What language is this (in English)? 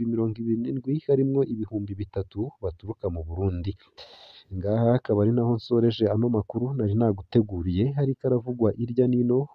Rundi